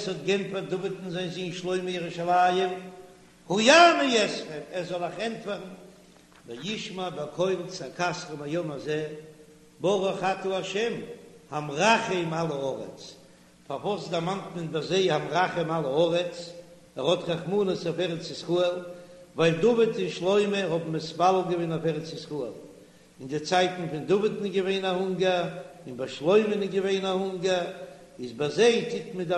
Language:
Yiddish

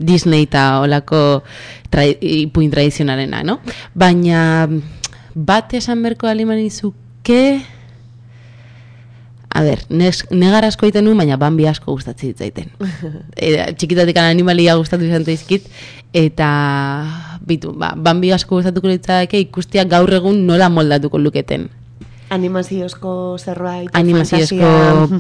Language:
Basque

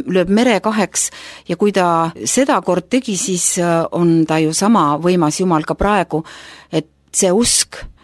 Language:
Estonian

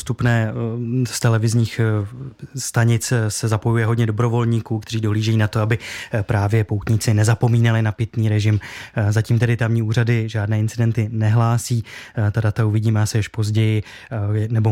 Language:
Czech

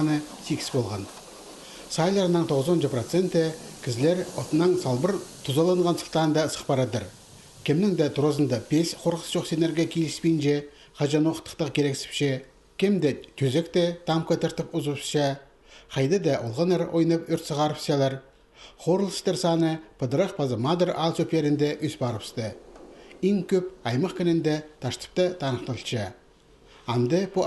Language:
Khakas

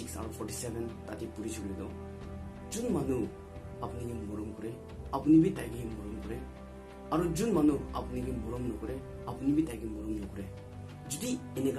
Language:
Naga Pidgin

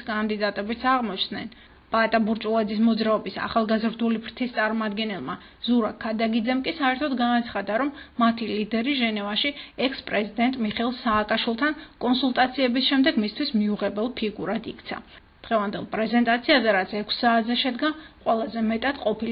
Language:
Georgian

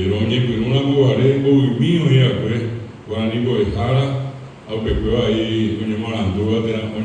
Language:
Guarani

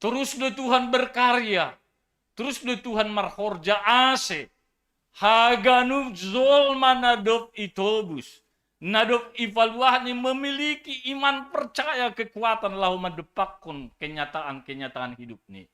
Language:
Batak Simalungun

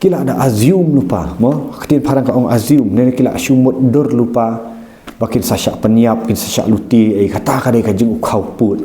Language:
Khasi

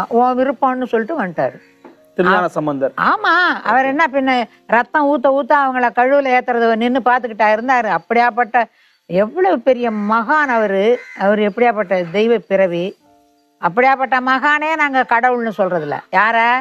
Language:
Tamil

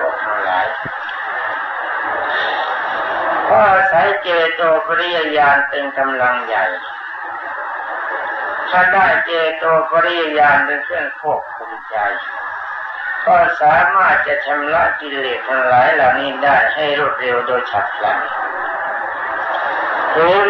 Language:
Thai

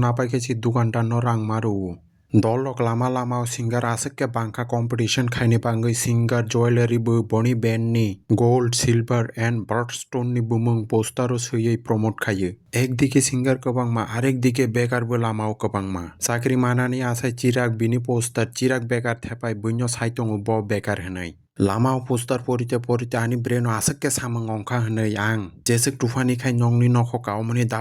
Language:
Kok Borok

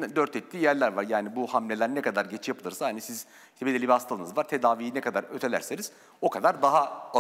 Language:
Turkish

